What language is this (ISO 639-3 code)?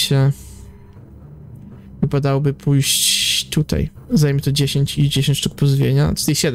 pol